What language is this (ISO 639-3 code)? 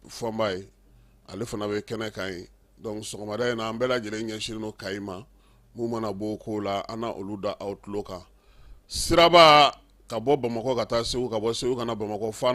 bam